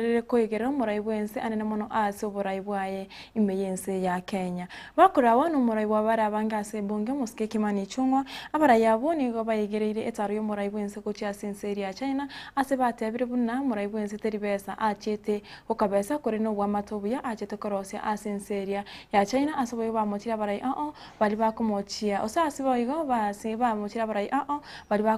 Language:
Gusii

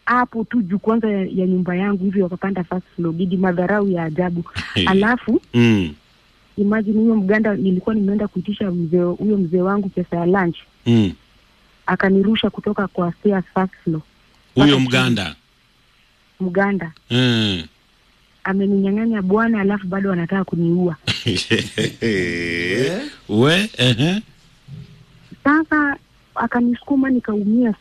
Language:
Swahili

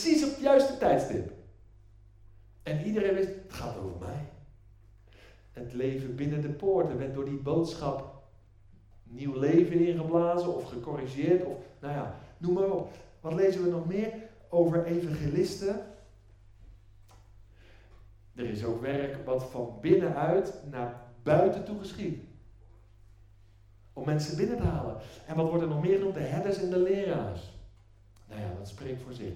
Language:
Dutch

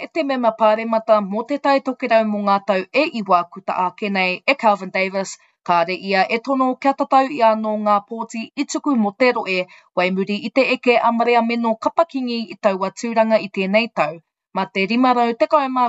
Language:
Māori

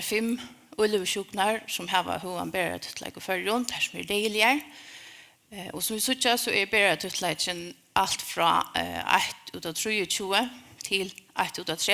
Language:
Faroese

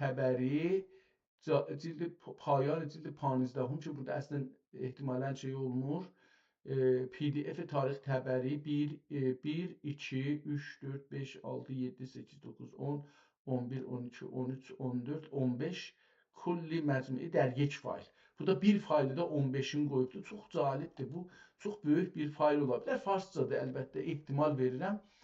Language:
South Azerbaijani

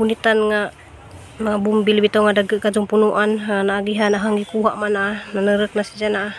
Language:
Cebuano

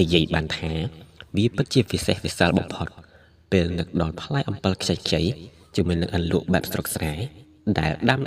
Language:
Khmer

